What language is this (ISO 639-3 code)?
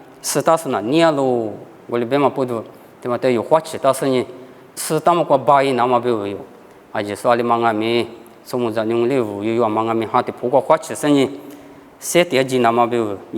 lis